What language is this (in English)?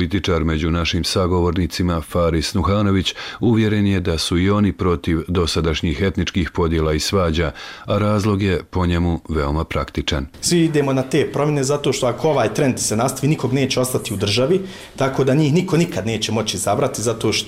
Bosnian